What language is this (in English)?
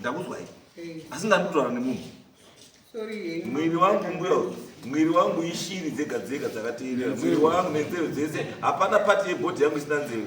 Shona